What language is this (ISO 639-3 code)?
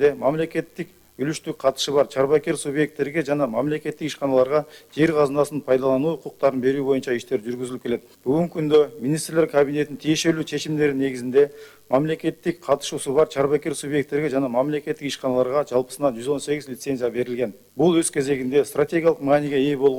kir